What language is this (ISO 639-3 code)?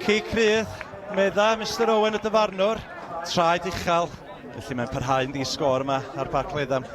cym